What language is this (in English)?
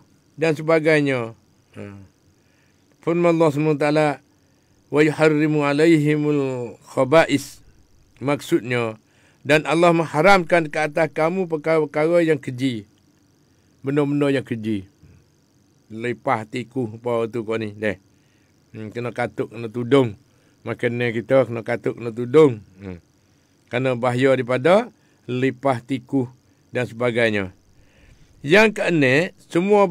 Malay